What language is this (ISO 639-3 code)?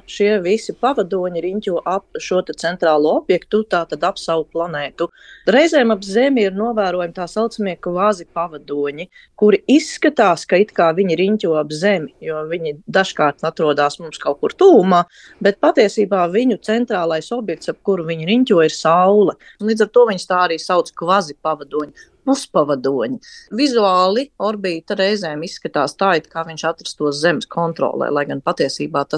lav